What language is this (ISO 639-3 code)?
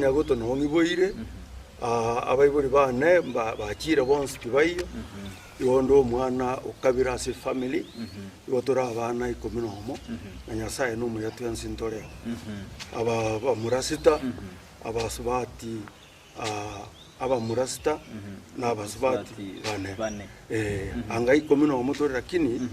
guz